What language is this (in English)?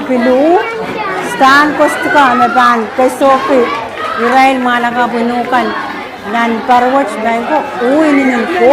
Pohnpeian